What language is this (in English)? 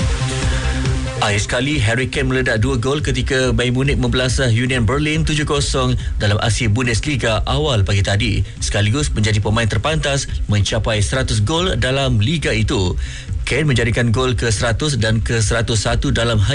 Malay